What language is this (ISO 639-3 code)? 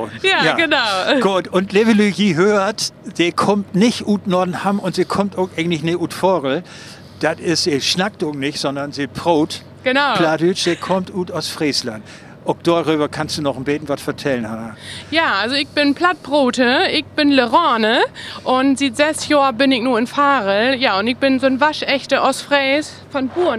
nds